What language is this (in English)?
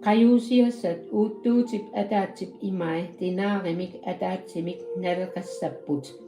Kalaallisut